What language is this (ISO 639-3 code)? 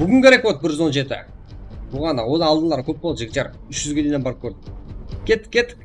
kaa